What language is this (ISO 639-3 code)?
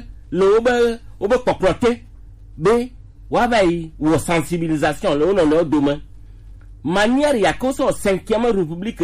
gej